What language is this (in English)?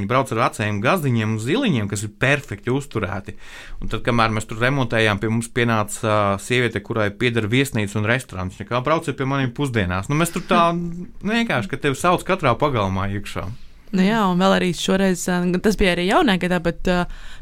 Latvian